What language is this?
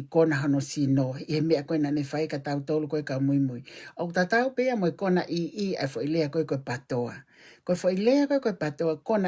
Tongan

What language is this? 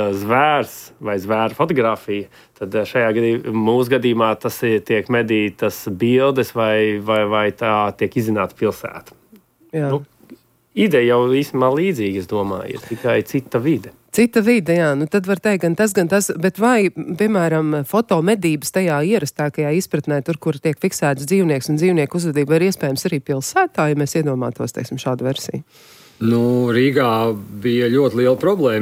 Latvian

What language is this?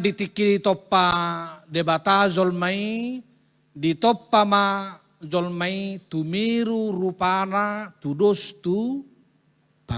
Batak Toba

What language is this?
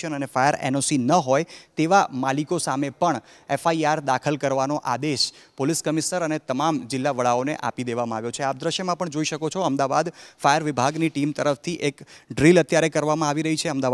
Gujarati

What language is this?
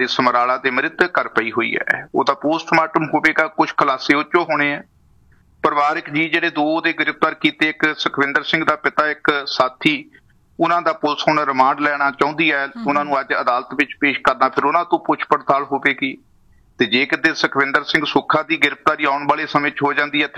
Punjabi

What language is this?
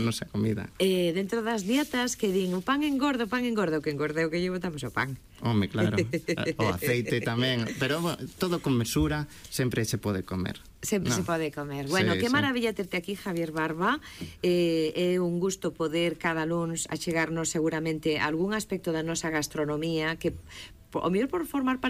Galician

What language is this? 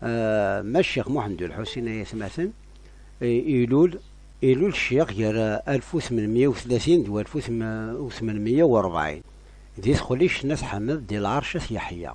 Kabyle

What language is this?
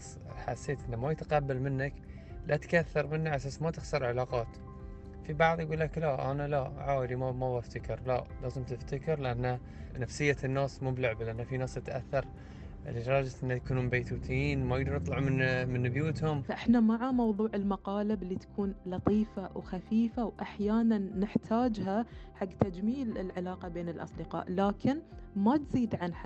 Gulf Arabic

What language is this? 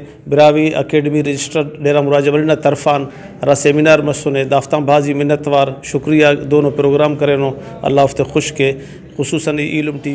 Brahui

